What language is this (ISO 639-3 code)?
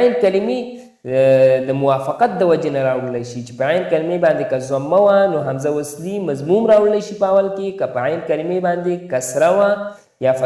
pus